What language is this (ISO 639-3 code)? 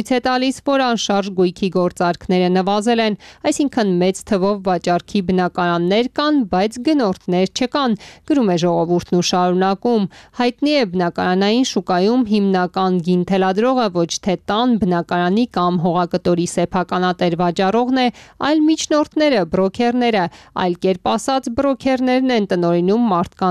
hye